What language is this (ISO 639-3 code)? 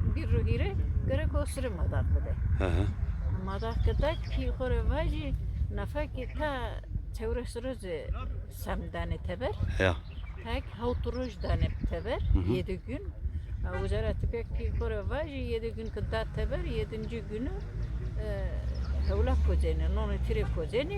zza